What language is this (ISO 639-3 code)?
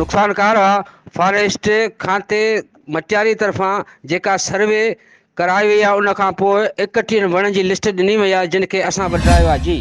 snd